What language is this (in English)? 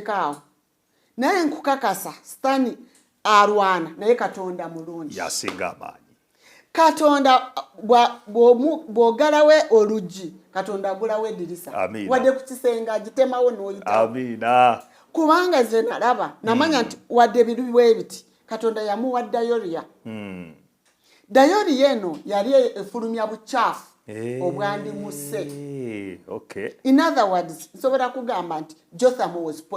Ganda